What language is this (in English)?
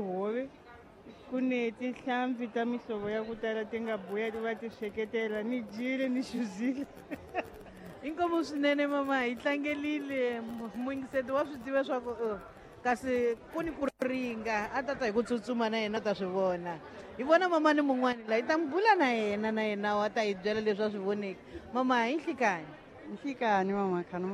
Tsonga